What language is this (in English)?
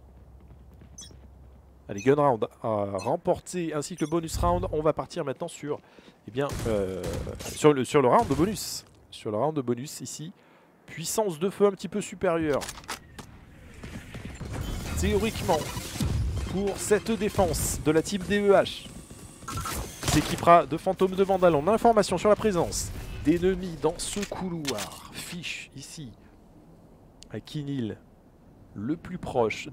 French